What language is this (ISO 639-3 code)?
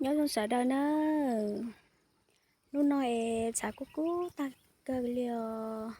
hmn